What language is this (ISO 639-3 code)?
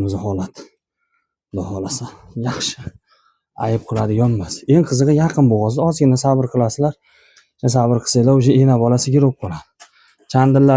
uzb